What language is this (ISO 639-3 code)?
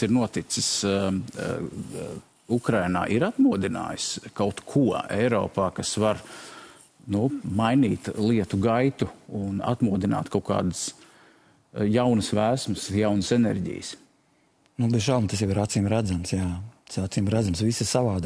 lav